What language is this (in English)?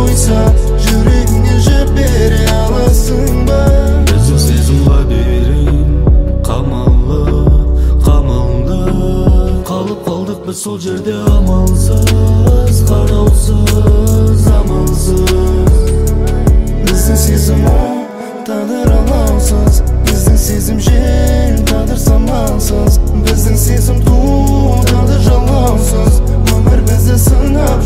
Kazakh